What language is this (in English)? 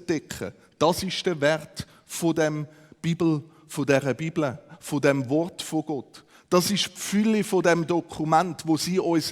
Swiss German